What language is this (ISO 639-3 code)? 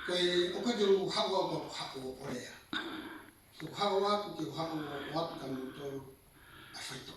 ton